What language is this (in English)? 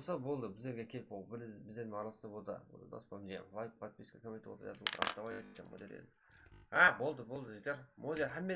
Kara-Kalpak